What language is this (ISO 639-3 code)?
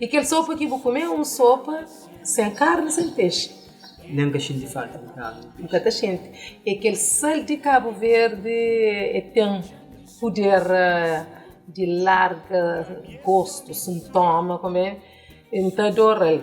kea